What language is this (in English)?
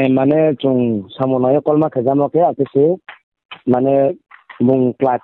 Riang (India)